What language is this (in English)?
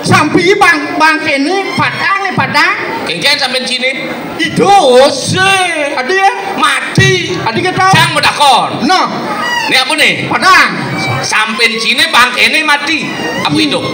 Balinese